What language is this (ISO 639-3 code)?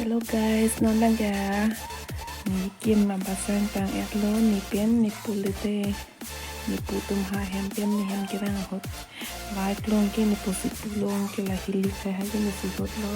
mjw